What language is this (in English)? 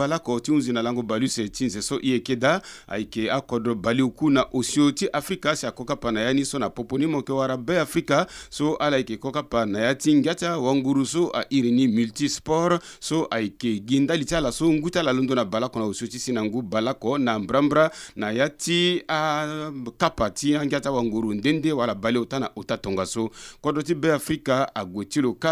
Sango